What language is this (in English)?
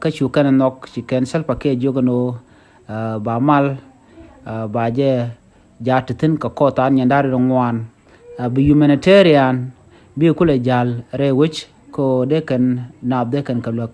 Nuer